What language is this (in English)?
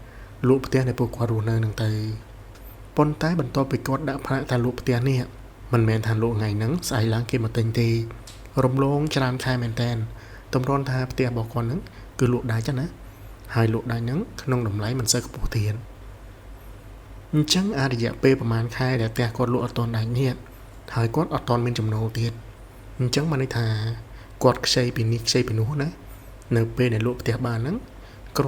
Khmer